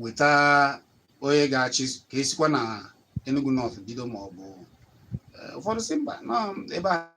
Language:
Igbo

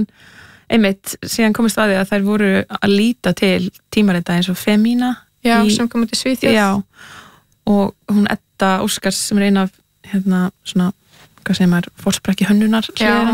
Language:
Icelandic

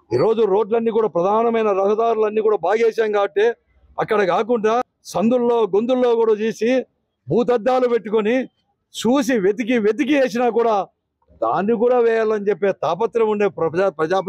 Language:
Telugu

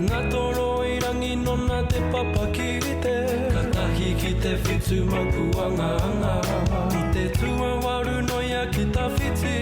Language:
Māori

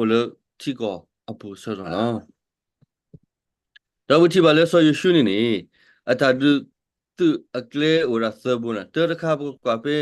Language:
S'gaw Karen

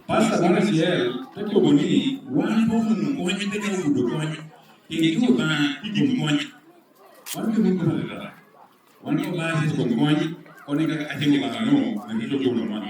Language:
Lango (Uganda)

